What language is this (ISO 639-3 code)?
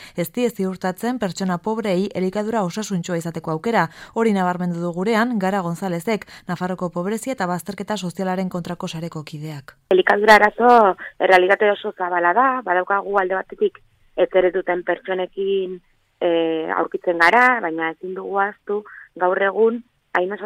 eus